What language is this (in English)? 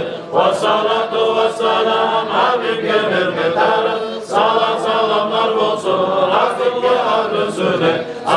Kumyk